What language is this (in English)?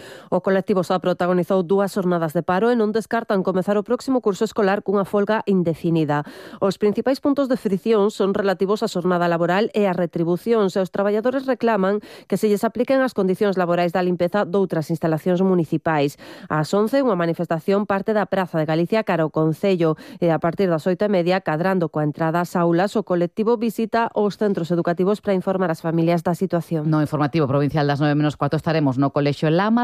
Galician